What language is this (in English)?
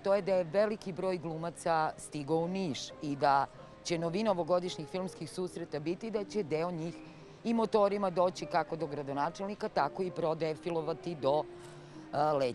Serbian